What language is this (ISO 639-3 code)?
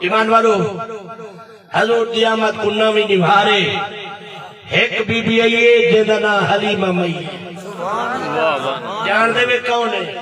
skr